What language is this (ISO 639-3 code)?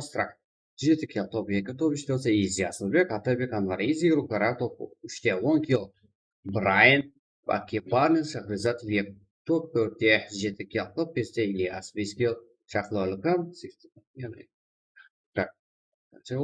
kaa